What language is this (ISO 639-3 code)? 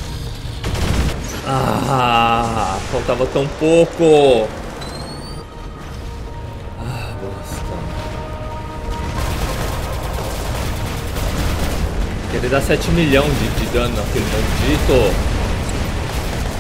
por